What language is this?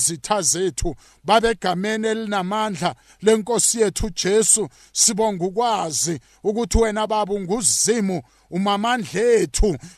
South Ndebele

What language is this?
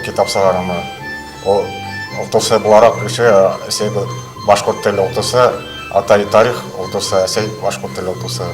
Bashkir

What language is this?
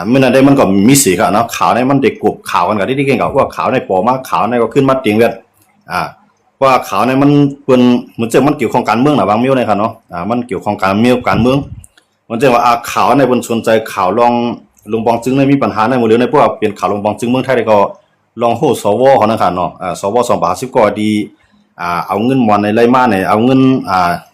Shan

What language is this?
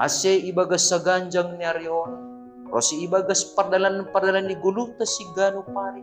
Batak Simalungun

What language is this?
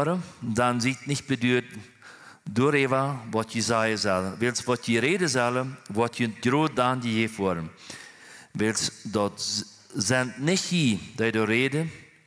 Plautdietsch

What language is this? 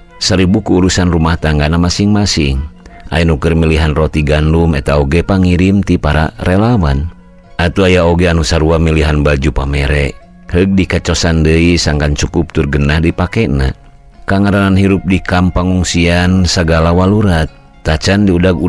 Sundanese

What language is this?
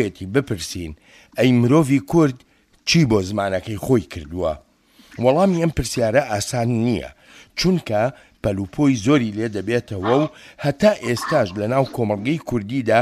Central Kurdish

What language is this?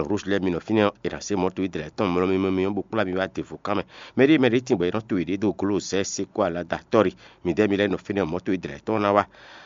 Fon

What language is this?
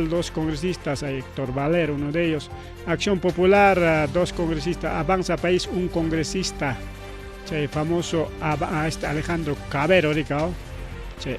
Ayacucho Quechua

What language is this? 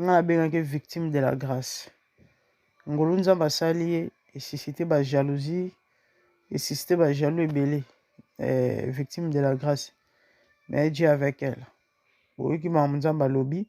Lingala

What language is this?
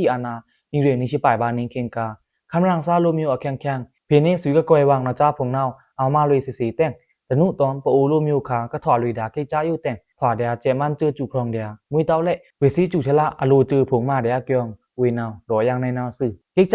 Pa'o Karen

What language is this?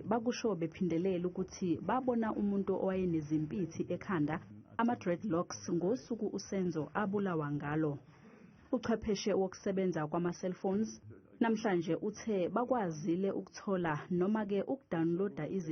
Zulu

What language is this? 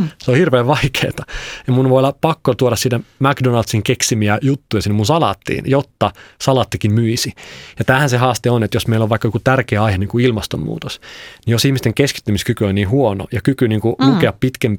Finnish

